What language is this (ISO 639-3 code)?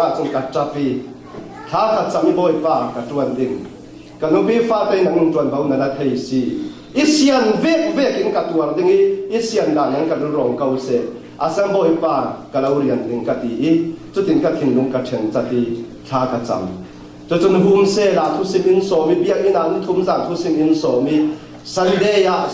cfm